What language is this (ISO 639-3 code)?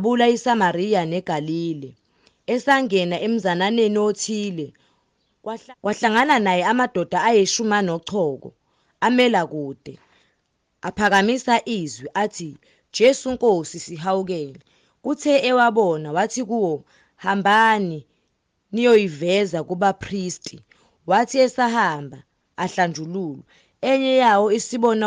zul